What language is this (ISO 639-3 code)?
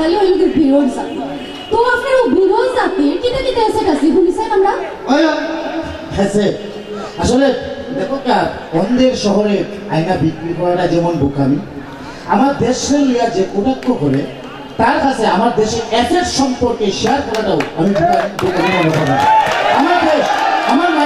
syl